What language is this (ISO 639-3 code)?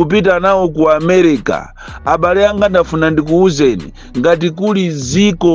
nya